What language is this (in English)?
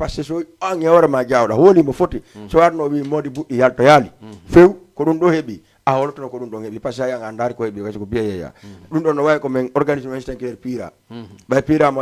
Fula